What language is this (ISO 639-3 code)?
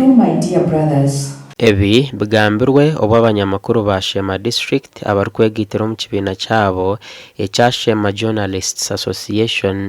nyn